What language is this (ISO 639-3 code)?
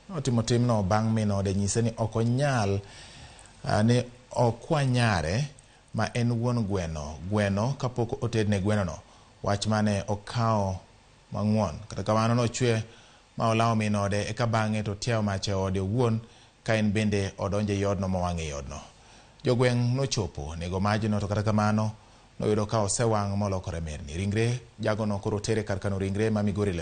luo